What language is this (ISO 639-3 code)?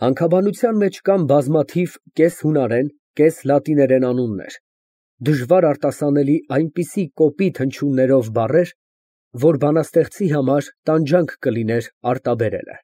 hye